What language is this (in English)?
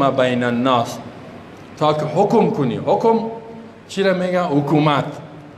Persian